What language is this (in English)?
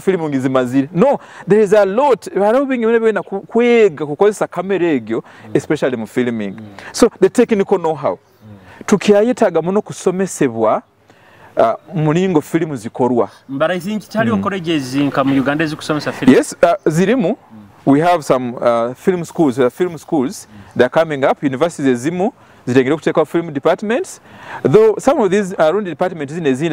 Nyoro